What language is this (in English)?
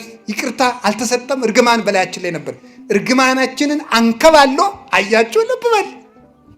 Amharic